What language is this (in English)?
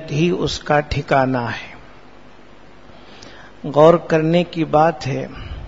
Urdu